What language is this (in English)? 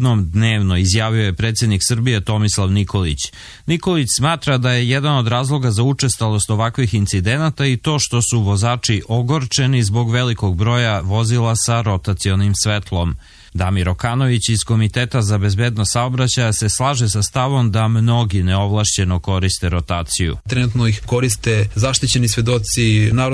Serbian